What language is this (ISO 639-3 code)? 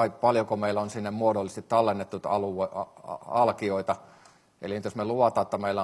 fin